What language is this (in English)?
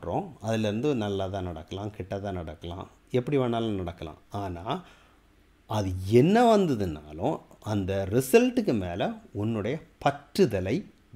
Tamil